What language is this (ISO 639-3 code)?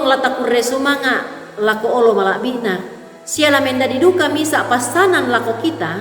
sda